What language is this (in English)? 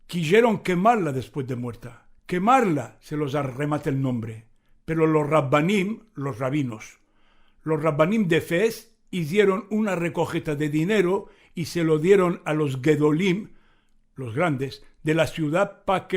Ladino